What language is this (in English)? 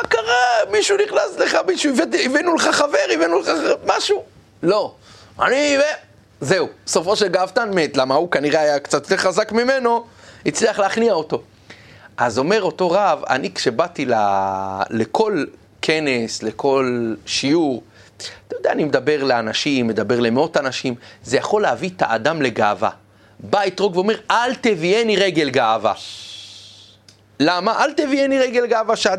Hebrew